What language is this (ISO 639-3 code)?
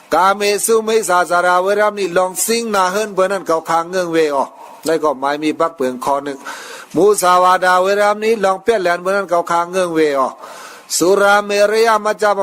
shn